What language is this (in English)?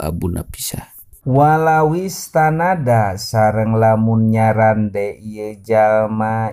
Sundanese